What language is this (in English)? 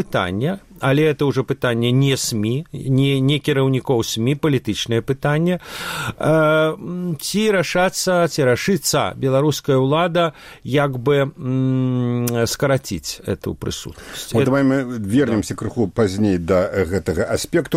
Belarusian